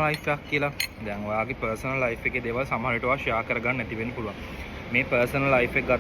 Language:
Sinhala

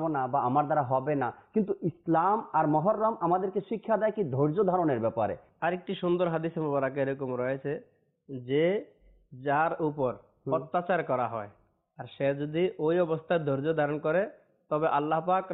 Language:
Bangla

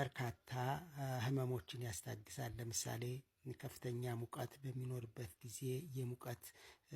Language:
Amharic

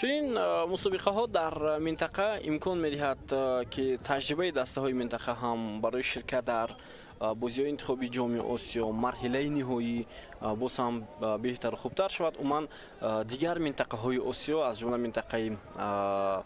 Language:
Tajik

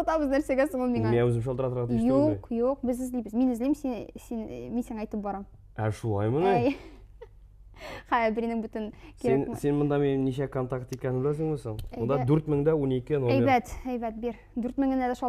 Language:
Tatar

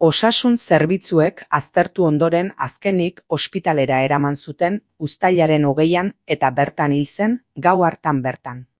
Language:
Basque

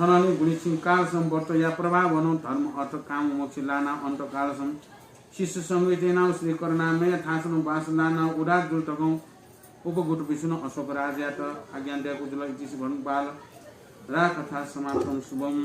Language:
Newari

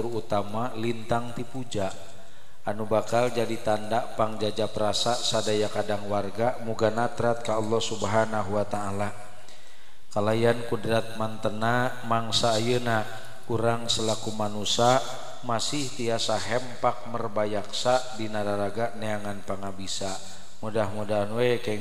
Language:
Sundanese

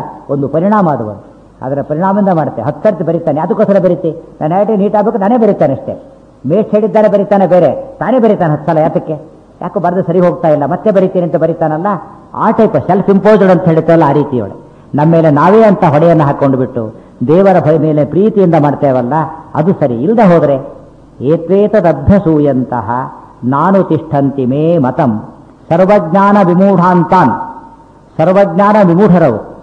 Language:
Kannada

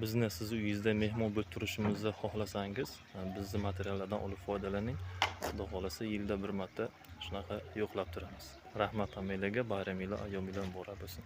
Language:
Uzbek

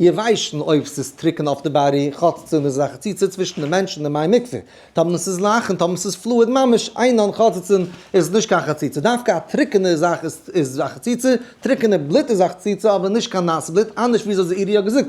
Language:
Yiddish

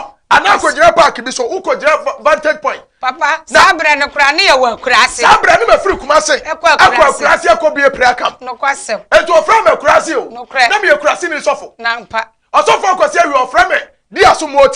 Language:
Akan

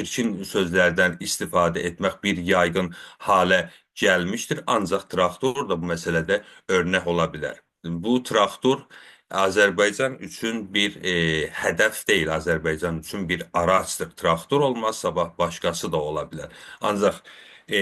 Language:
South Azerbaijani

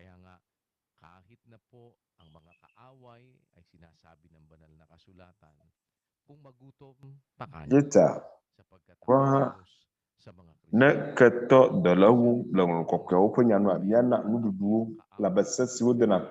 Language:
Ewe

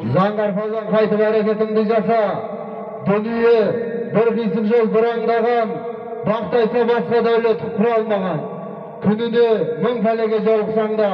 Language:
Kazakh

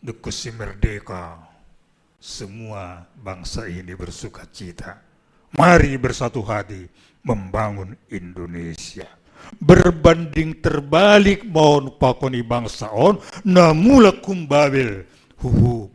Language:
Batak Simalungun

